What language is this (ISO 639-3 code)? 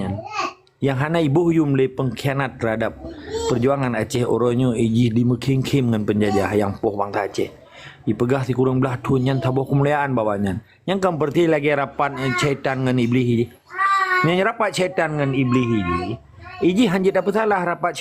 ace